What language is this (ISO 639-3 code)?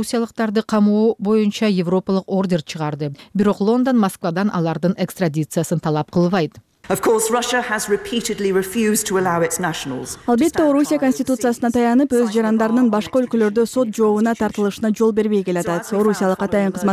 kir